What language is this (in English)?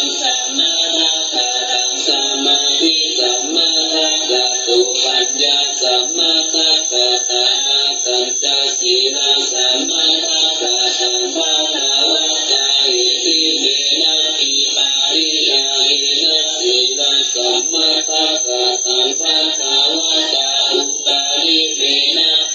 Pali